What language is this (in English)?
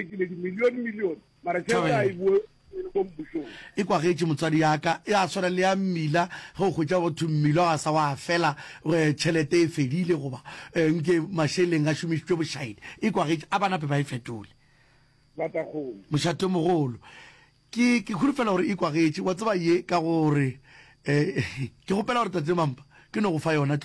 Northern Sotho